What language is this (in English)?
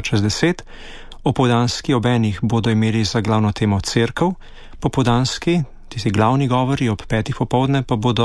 Slovenian